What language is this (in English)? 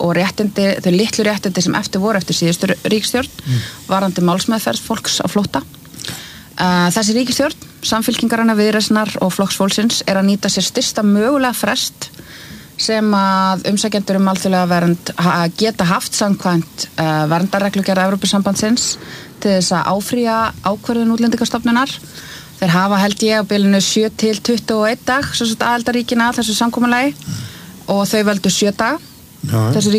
Icelandic